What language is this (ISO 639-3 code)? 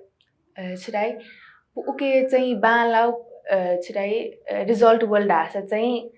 new